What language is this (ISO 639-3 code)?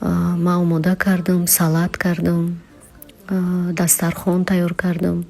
tgk